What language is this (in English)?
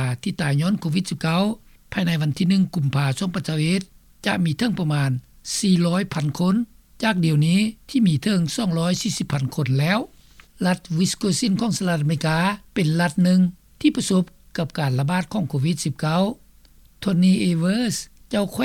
Lao